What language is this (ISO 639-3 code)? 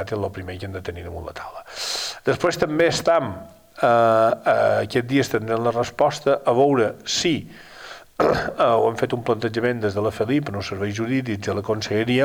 cat